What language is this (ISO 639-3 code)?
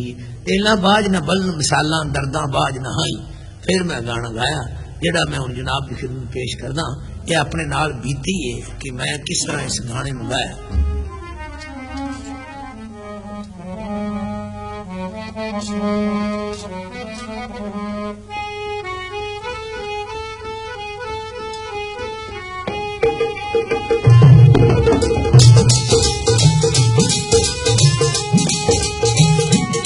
pan